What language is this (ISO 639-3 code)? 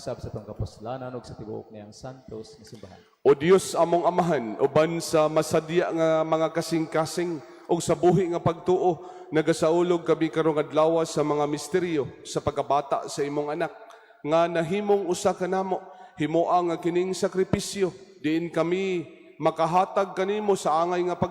ceb